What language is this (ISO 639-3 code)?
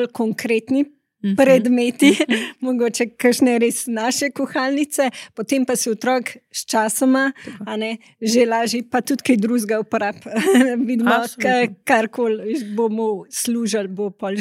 slv